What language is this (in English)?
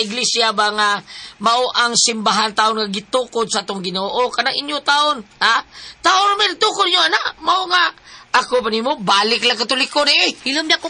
Cebuano